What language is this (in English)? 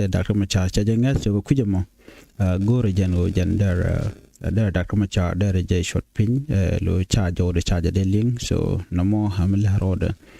Nuer